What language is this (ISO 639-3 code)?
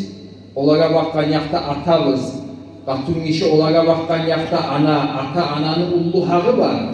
kum